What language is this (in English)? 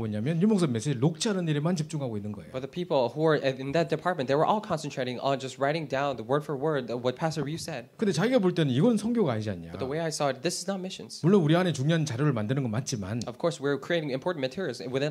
Korean